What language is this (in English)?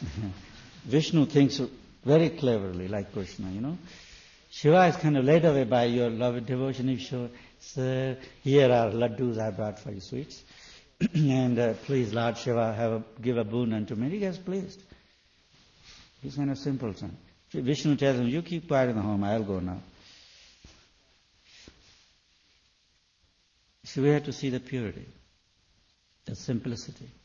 English